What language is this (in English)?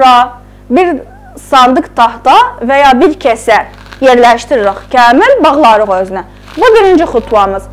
South Azerbaijani